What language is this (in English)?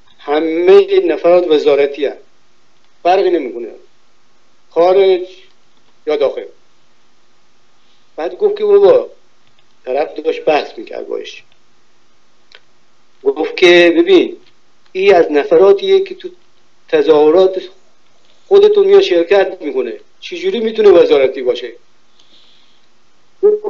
Persian